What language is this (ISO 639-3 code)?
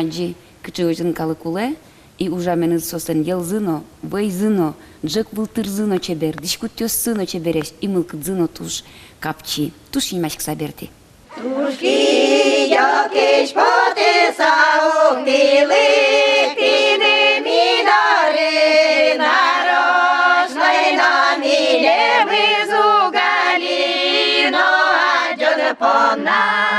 udm